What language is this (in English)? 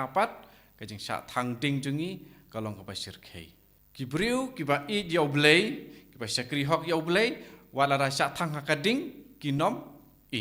Khasi